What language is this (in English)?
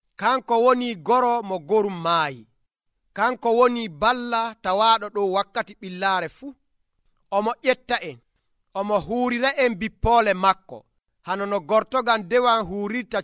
Nigerian Fulfulde